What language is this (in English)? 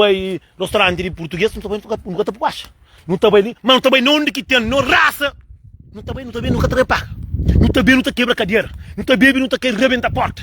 Kabuverdianu